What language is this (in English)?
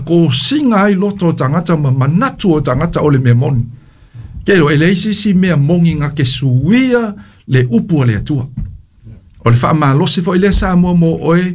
Samoan